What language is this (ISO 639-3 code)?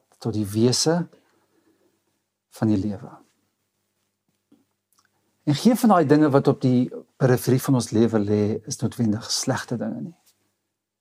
afr